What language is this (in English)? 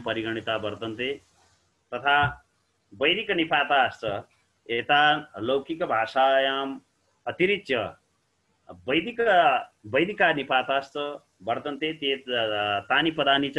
Sanskrit